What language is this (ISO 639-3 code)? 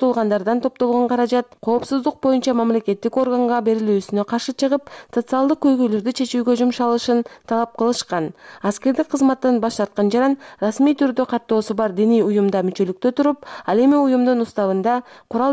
kir